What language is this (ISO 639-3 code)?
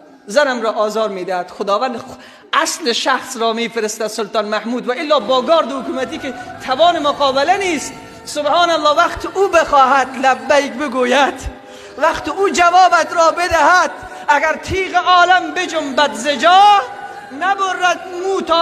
fas